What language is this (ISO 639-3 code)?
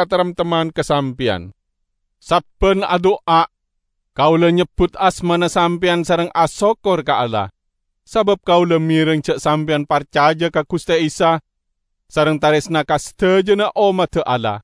mad